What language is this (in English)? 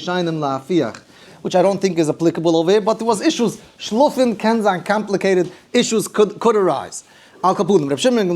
Yiddish